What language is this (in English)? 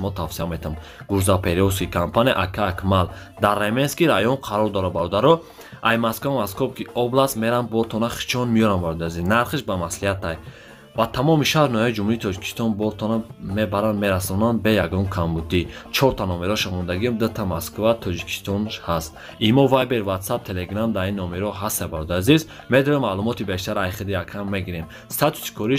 Tajik